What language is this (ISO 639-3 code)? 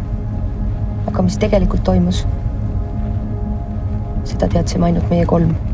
est